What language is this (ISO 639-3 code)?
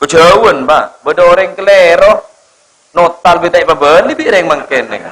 mad